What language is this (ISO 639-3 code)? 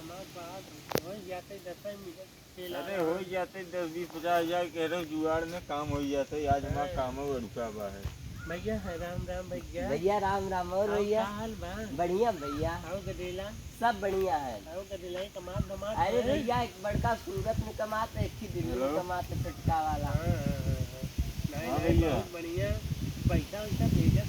awa